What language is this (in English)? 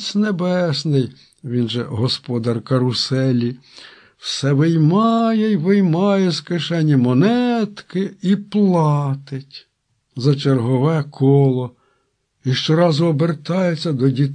Ukrainian